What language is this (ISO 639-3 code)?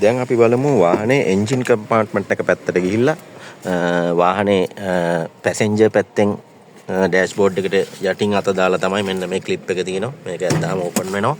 sin